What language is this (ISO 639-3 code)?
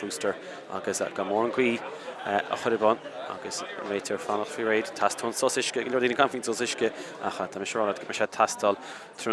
gle